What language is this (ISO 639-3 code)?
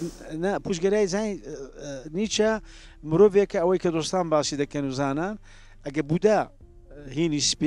ckb